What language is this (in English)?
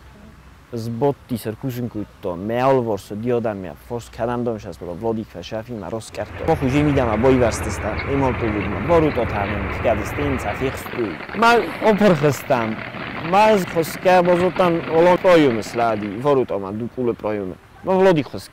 Ossetic